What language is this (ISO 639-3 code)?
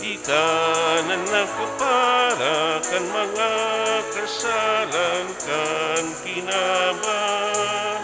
bik